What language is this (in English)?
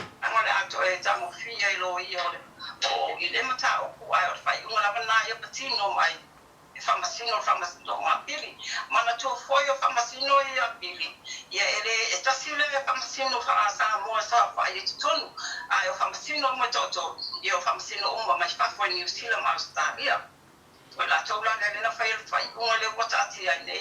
Samoan